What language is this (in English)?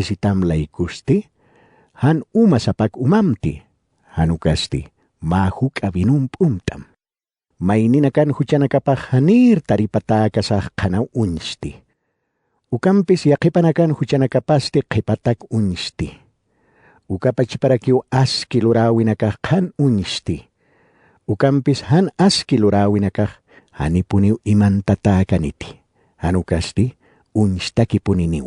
Aymara